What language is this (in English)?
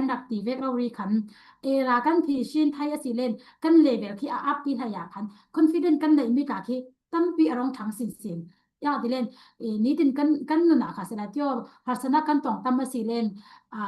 Falam Chin